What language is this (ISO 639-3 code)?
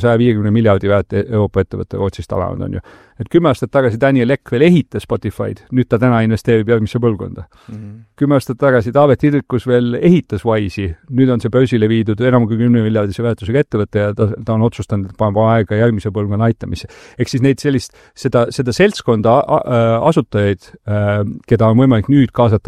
est